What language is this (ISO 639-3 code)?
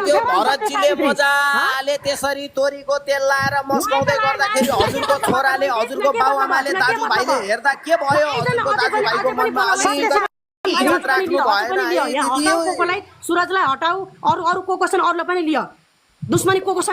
nep